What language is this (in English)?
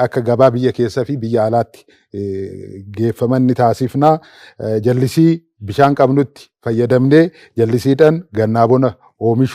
Oromo